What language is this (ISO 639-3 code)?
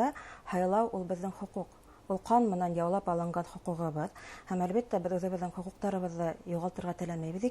bak